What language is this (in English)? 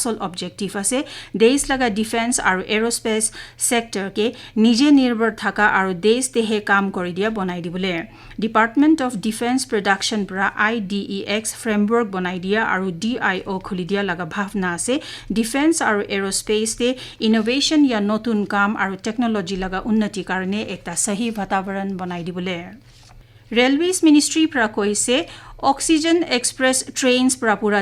Naga Pidgin